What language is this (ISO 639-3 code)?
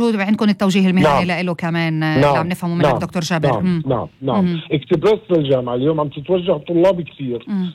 apc